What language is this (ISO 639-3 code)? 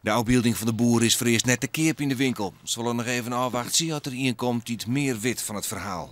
fry